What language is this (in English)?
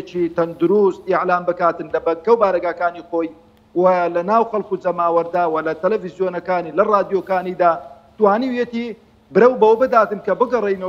Central Kurdish